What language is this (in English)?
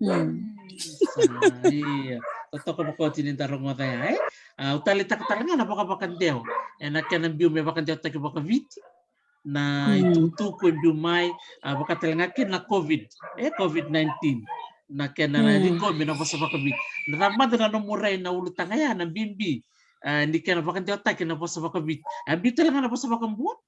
Fijian